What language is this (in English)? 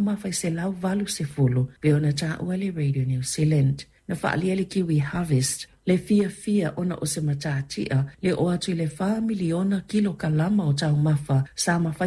Samoan